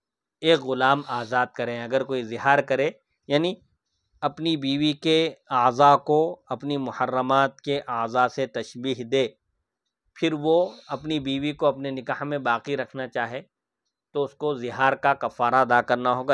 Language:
Urdu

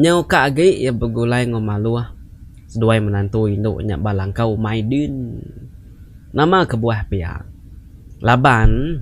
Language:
Iban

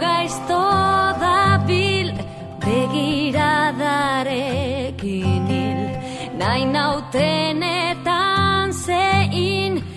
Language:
Basque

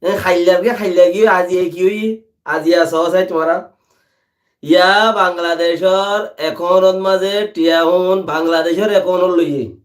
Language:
Rohingya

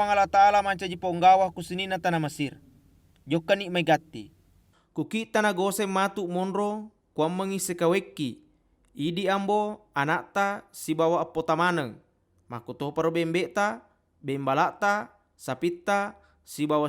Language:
Buginese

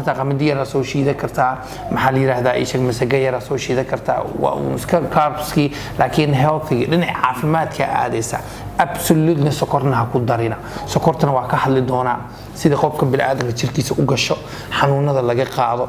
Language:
Somali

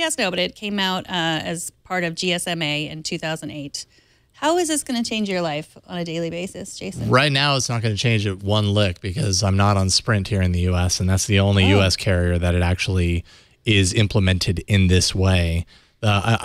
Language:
English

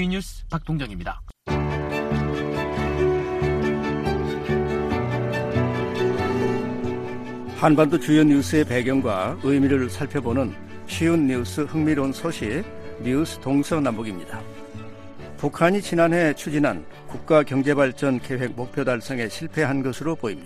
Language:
Korean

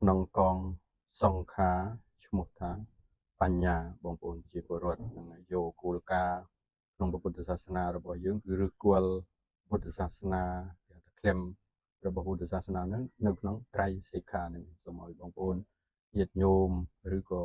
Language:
Khmer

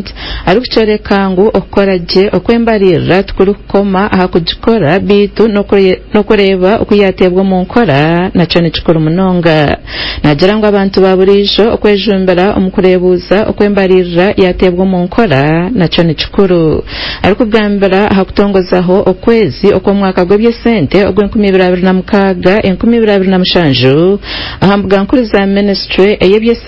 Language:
Nyankole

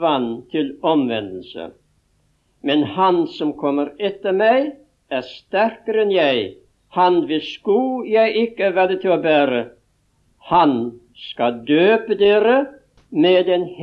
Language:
Norwegian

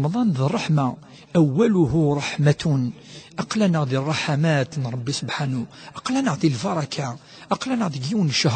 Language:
Kabyle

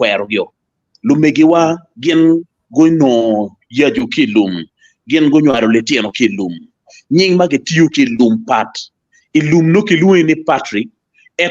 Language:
Acoli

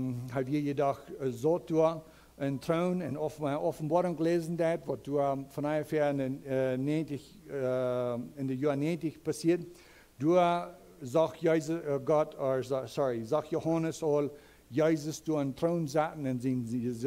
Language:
Plautdietsch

